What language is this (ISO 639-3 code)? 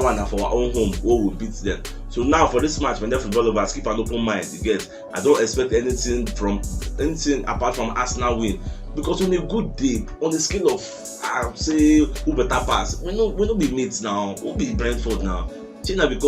pcm